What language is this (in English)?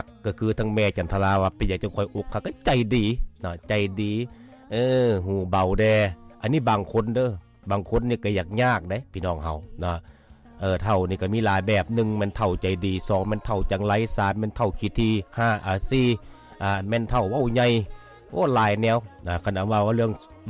Lao